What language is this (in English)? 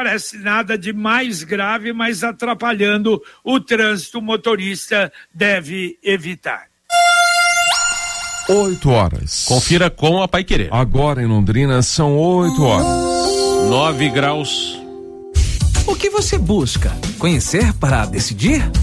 Portuguese